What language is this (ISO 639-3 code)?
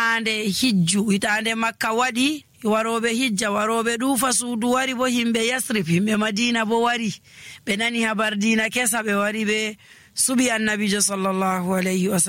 fuv